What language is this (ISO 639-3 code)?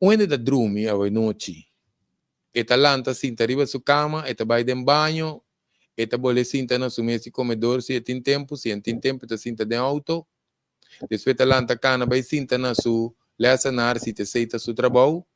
pap